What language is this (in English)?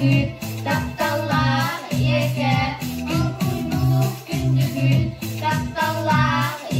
Yakut